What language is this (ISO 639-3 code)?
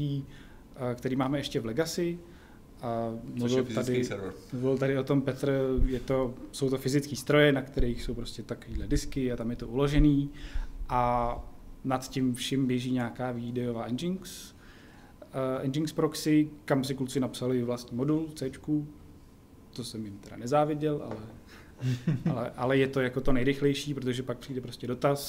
ces